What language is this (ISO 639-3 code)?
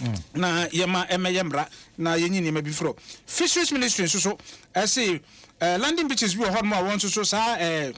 aka